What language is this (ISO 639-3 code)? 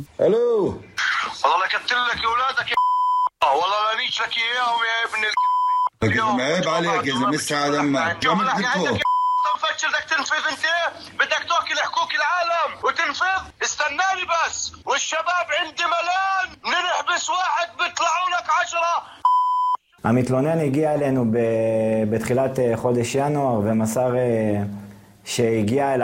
heb